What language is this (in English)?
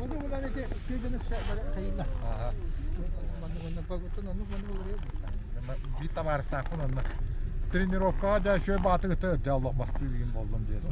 Yakut